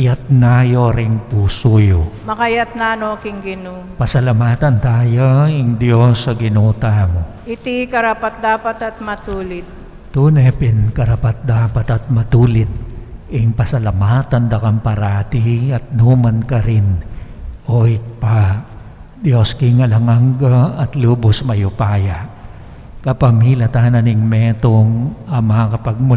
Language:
Pampanga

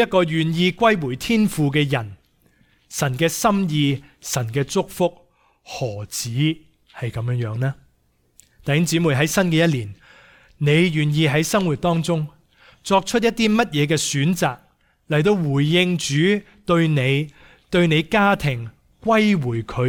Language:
Cantonese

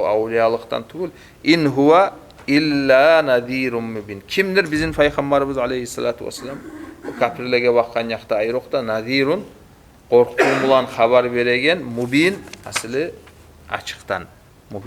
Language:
Kumyk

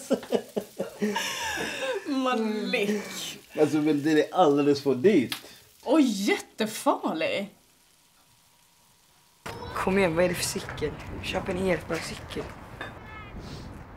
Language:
Swedish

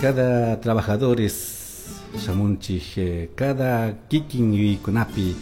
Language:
Chimborazo Highland Quichua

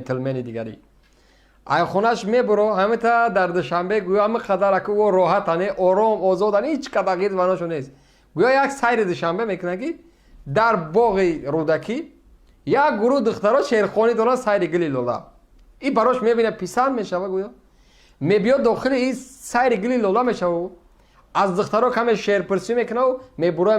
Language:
Tajik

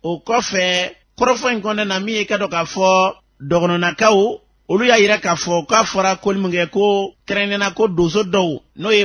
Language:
Bambara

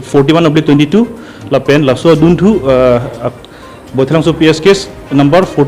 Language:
Karbi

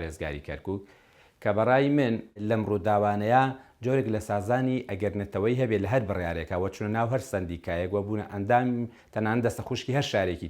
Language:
Central Kurdish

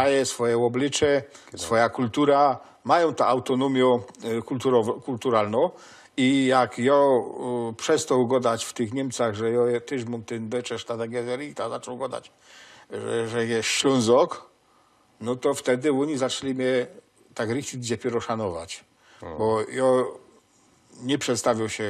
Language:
Silesian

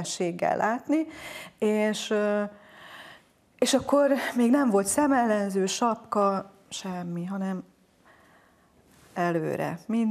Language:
Hungarian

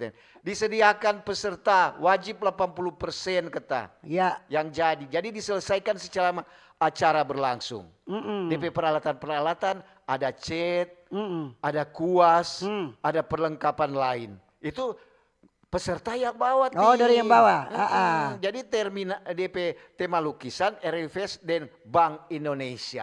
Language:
Manado Malay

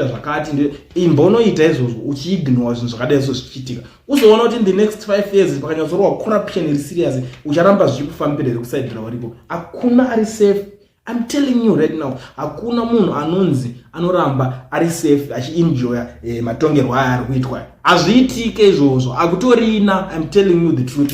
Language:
Shona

